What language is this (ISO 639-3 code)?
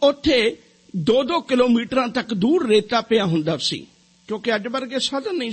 pan